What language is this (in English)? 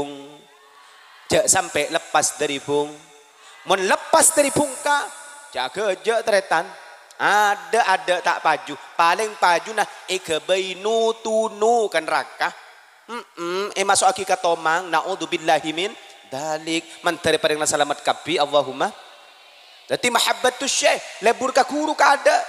Madurese